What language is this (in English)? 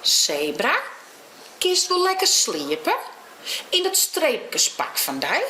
Western Frisian